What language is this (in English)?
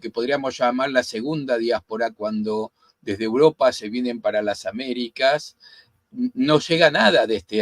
Ladino